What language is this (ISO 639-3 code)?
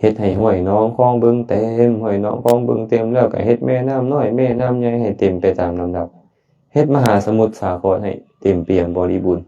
lao